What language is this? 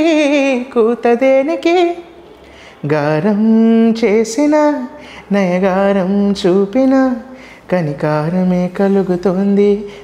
Telugu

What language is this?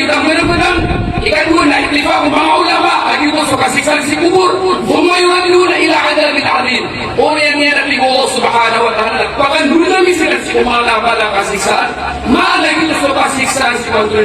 Maranao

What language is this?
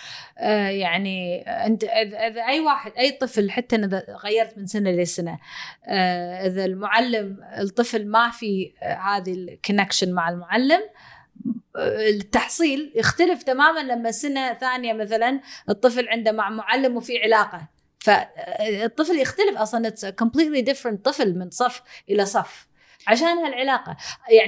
Gulf Arabic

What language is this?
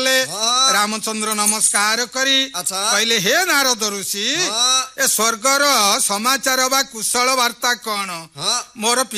Odia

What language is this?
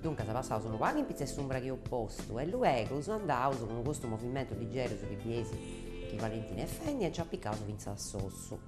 Sardinian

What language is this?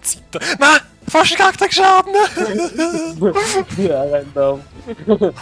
Bavarian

